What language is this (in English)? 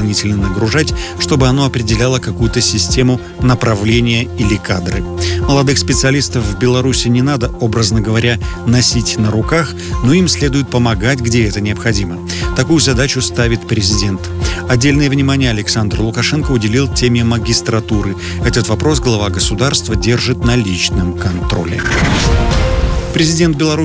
Russian